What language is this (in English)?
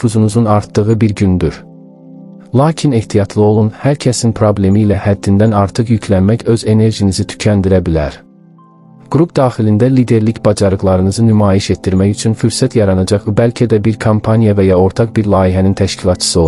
Azerbaijani